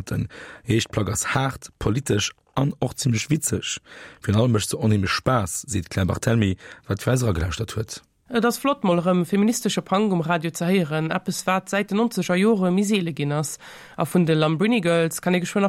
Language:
Luxembourgish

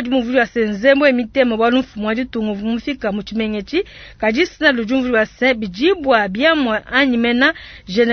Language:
Luba-Lulua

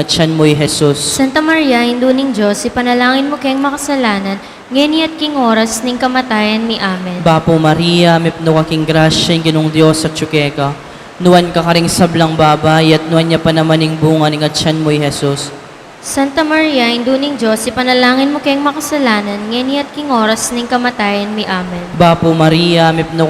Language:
Pampanga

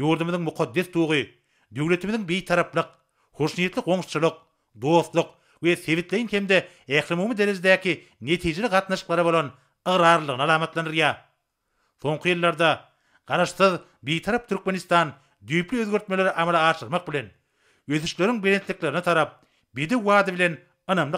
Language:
Turkmen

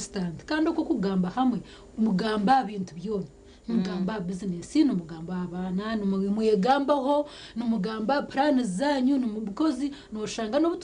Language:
Nyankole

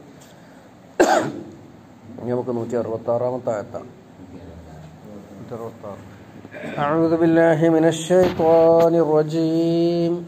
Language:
Malayalam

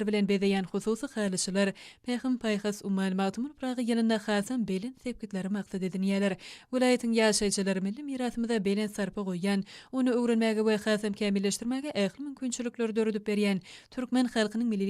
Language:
Turkmen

